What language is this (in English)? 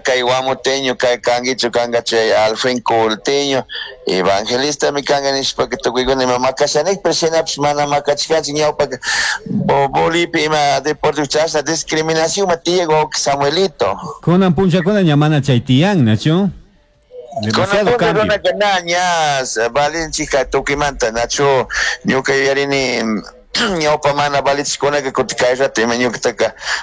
Chimborazo Highland Quichua